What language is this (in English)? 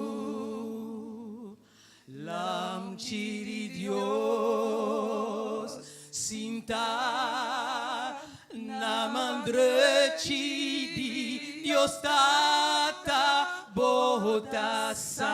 Papiamento